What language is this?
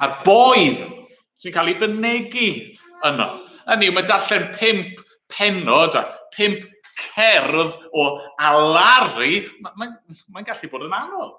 Welsh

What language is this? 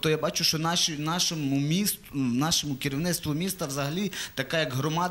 Ukrainian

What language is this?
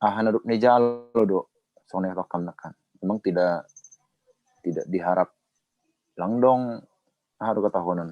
Batak Simalungun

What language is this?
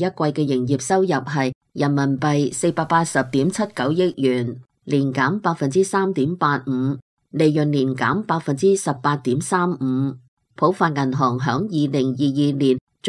Cantonese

